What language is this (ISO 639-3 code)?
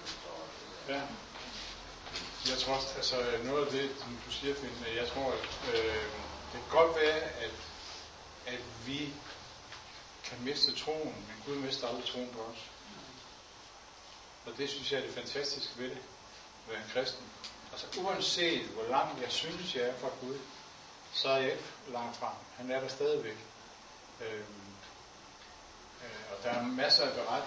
dan